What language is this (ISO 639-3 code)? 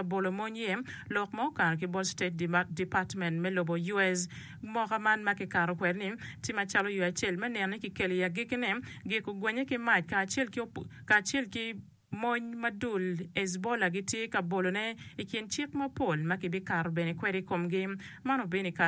ach